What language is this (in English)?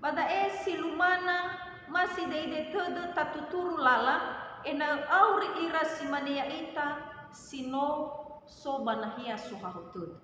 Nias